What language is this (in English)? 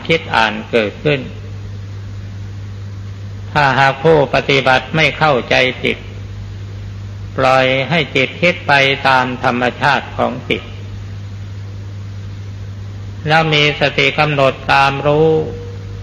Thai